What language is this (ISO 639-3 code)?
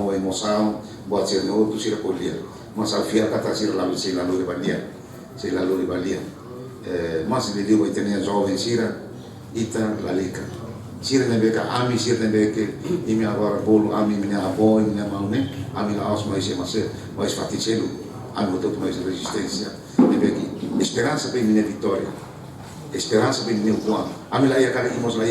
tet